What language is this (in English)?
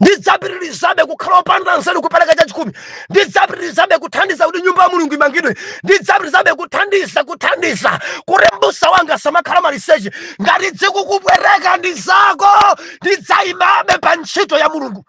Nyanja